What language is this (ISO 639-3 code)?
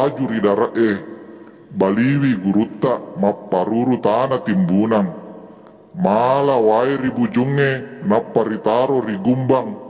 bug